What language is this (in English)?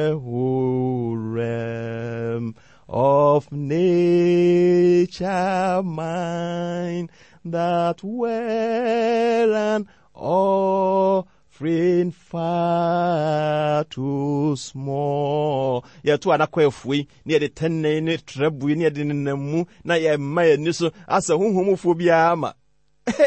Akan